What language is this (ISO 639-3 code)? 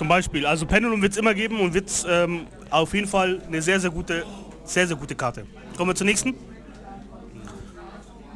deu